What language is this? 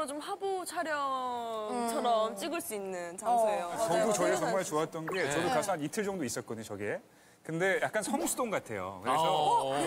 Korean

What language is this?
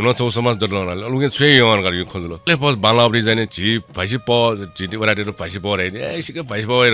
Newari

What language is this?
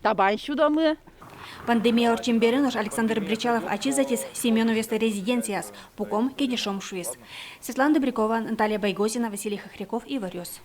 Udmurt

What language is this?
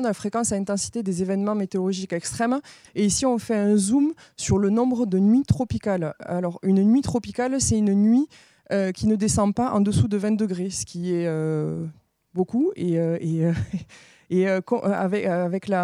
French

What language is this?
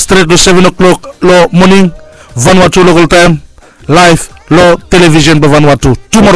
Bislama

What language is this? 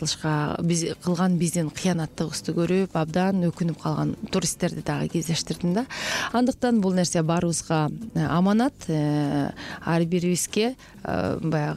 Kyrgyz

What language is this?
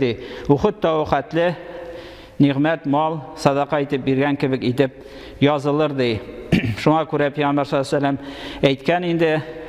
Tatar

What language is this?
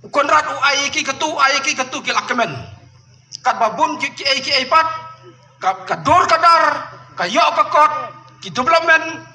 Khasi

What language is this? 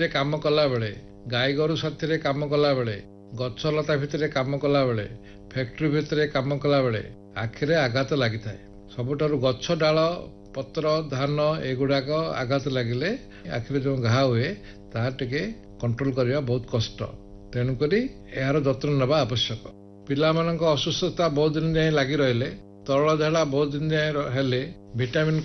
Odia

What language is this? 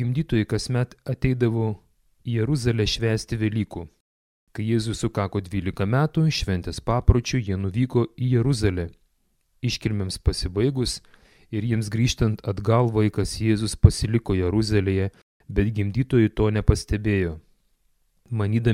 Lithuanian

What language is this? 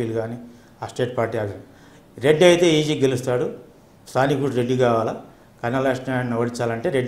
Telugu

